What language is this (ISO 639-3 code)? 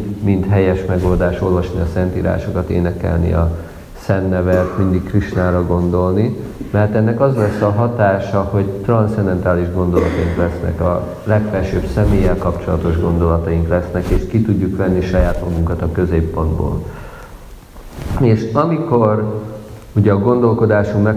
hun